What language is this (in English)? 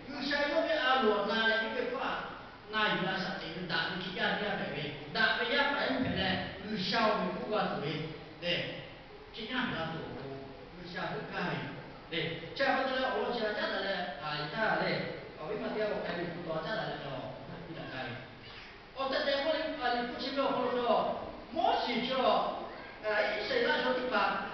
Lahu